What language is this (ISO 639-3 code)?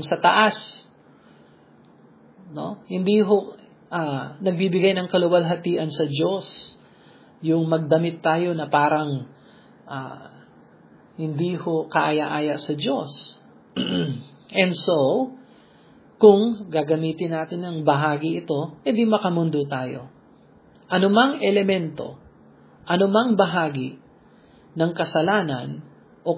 fil